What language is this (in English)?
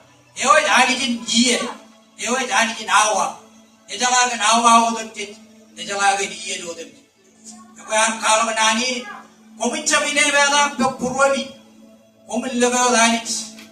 Marshallese